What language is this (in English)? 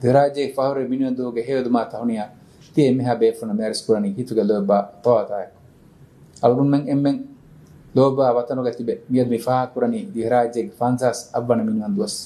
Divehi